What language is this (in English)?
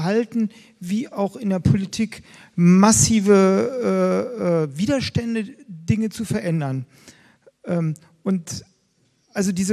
German